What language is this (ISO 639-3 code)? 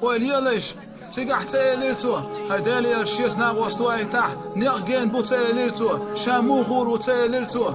che